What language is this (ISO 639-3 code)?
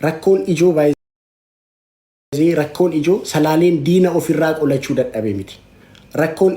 orm